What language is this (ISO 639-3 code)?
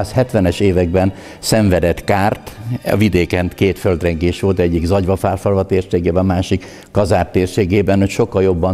hun